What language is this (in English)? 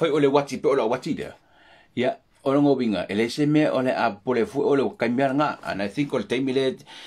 Samoan